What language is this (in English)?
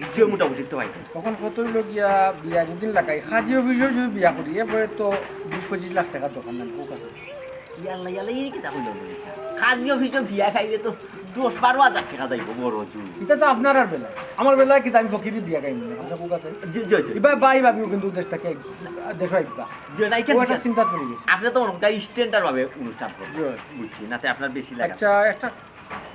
Sylheti